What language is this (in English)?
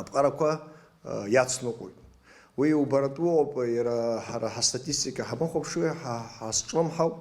Abkhazian